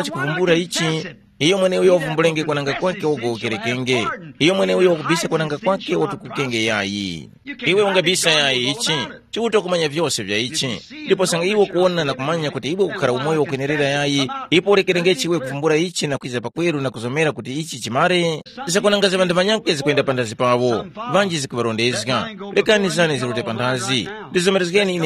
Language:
Tumbuka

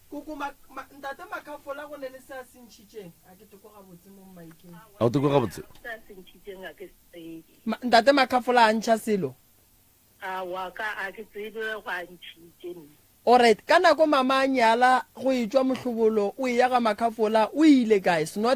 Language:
Northern Sotho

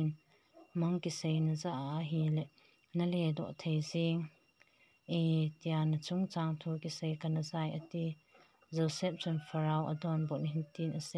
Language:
Thado Chin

